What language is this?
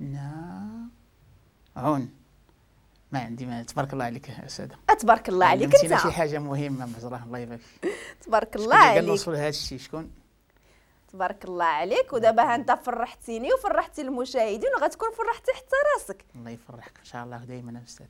Moroccan Arabic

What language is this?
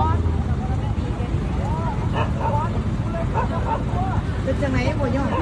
Lao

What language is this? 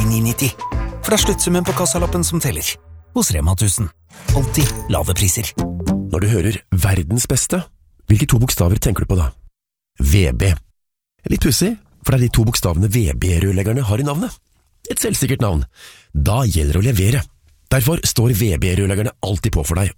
Norwegian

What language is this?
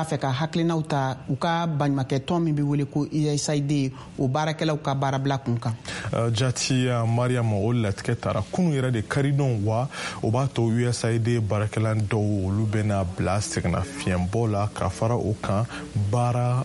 Bambara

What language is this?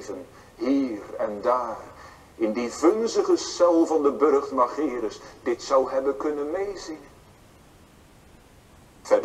Dutch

